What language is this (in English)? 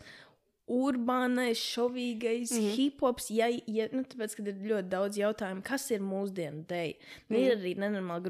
Latvian